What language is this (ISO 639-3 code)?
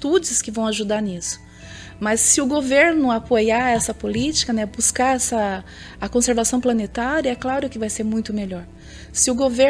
por